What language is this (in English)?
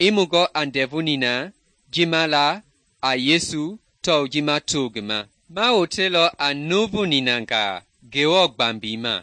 Mende